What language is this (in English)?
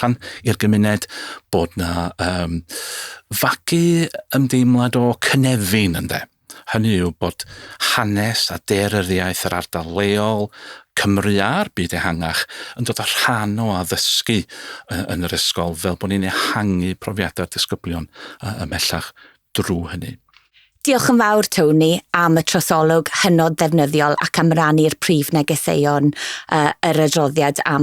Welsh